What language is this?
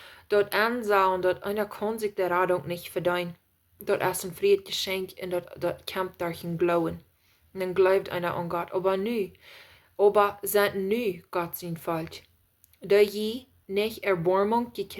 Plautdietsch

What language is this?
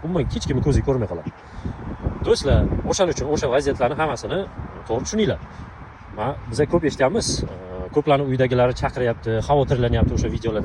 Uzbek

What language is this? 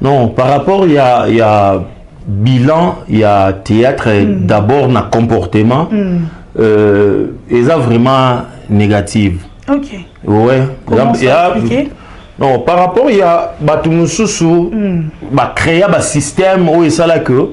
Lingala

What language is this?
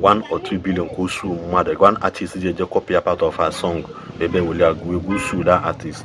Igbo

